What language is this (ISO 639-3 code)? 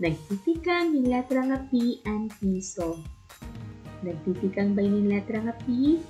war